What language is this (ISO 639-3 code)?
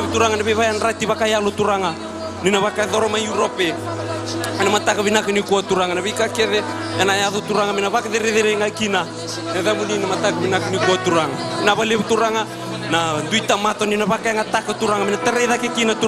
fij